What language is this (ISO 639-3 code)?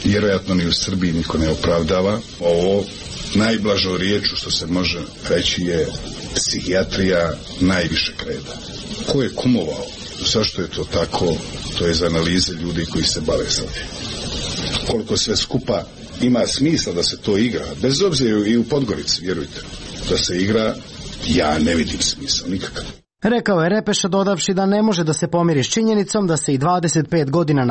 srp